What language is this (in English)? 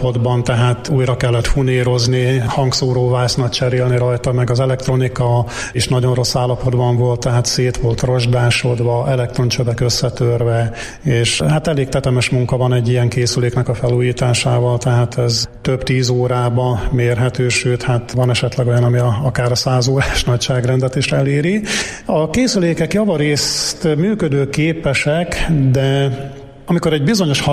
Hungarian